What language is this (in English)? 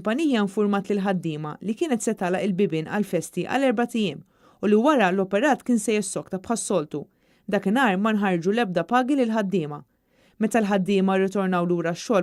Maltese